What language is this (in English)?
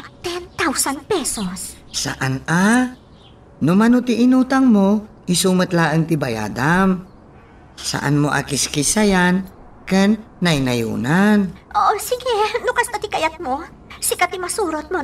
Iloko